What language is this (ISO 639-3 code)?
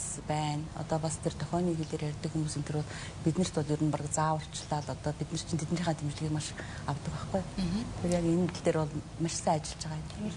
mon